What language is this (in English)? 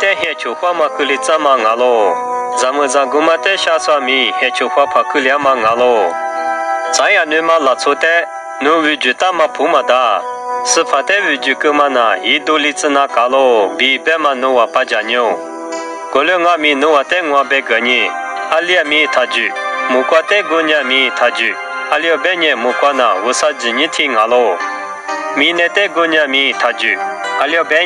Lisu